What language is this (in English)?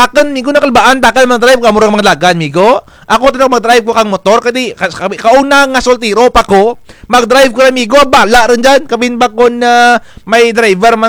Kinaray-a